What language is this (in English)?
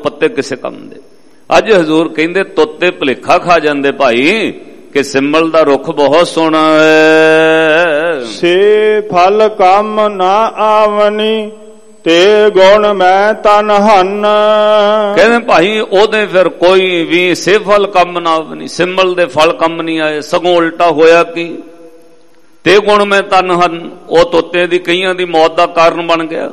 Punjabi